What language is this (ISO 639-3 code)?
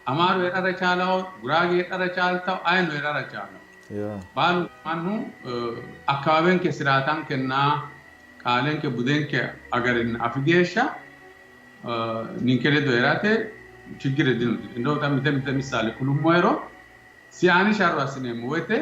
sid